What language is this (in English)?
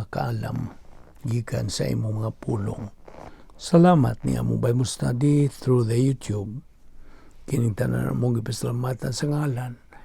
Cebuano